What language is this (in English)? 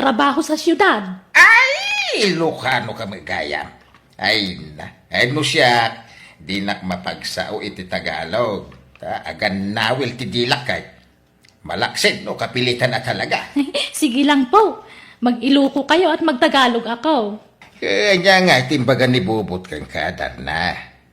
Iloko